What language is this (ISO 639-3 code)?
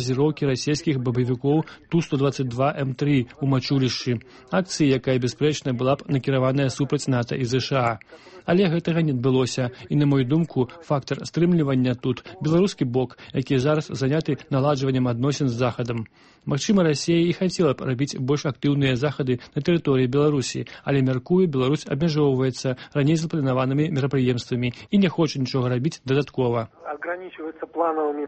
bel